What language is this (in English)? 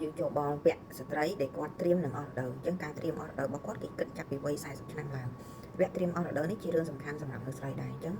Khmer